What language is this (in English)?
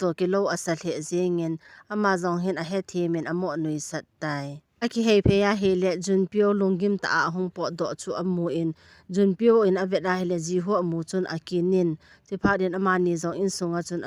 Thado Chin